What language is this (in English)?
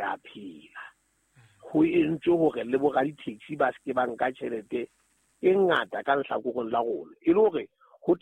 Southern Sotho